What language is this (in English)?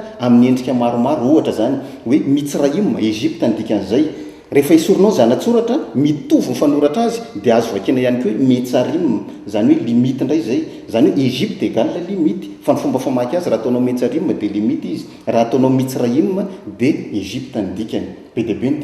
Malagasy